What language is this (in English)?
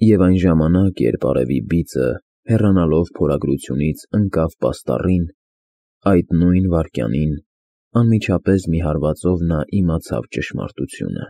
Armenian